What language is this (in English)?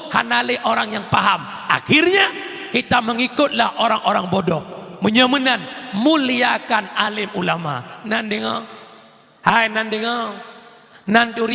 Achinese